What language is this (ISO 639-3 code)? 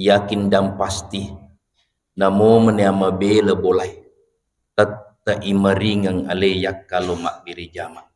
bug